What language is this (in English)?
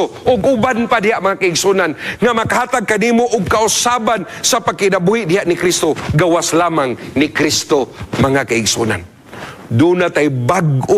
Cebuano